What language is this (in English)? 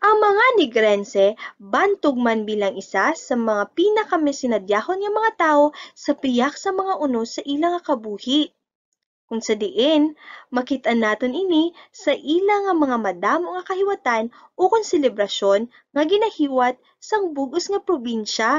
Hiligaynon